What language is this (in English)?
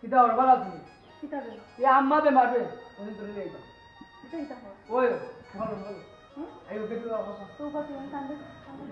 Sylheti